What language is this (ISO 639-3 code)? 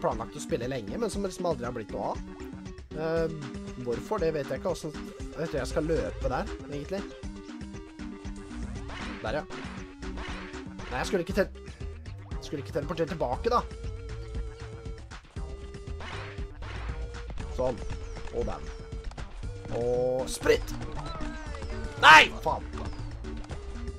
nor